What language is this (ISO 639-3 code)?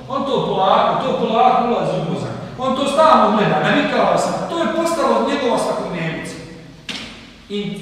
bos